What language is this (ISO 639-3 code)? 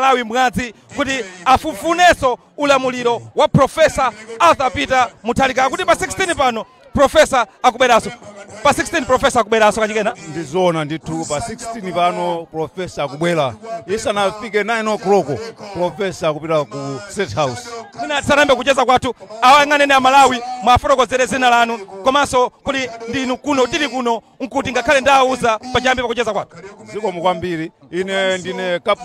nya